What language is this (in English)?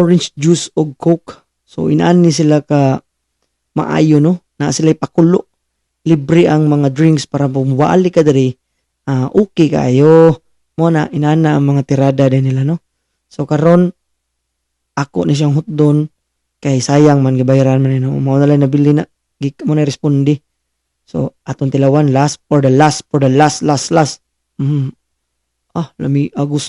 Cebuano